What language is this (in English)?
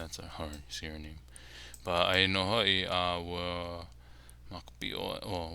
Hawaiian